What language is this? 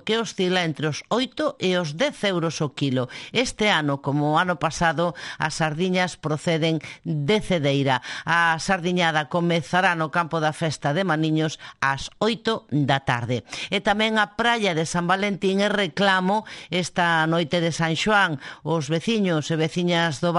Galician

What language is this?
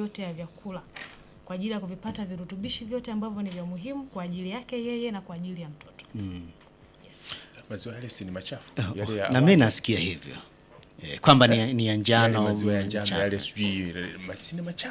Swahili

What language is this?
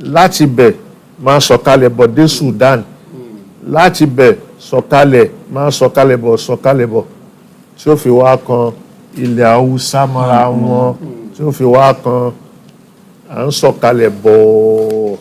Yoruba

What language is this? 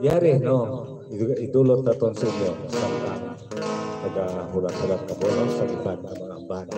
Hiligaynon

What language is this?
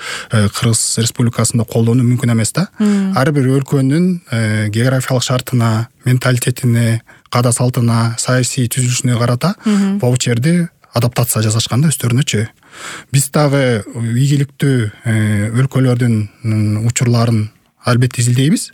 Kyrgyz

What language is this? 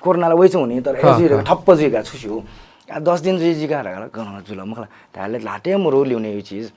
Newari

